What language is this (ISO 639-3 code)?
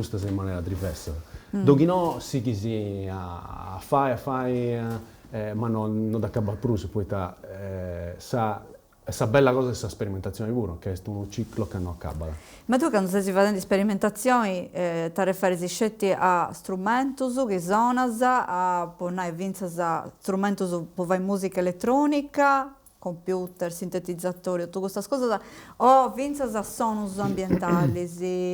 srd